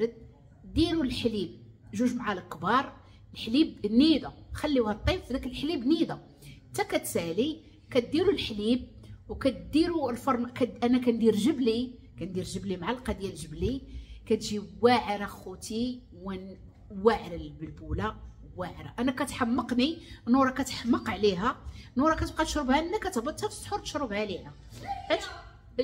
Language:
Moroccan Arabic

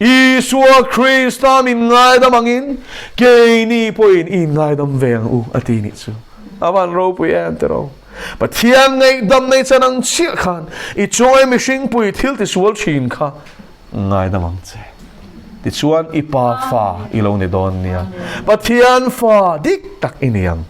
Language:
Mizo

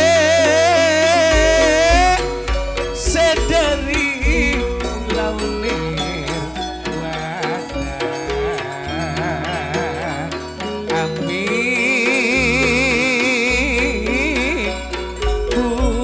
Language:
Indonesian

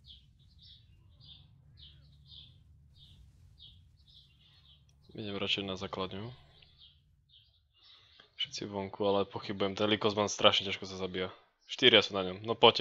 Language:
Slovak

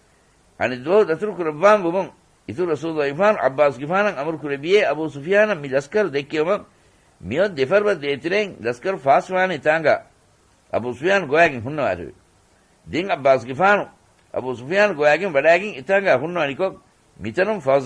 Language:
Divehi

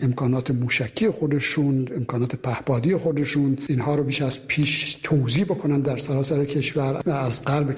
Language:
Persian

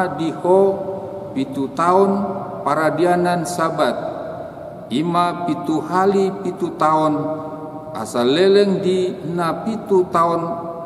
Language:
Batak Toba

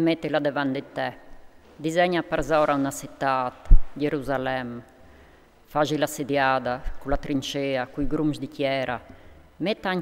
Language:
Friulian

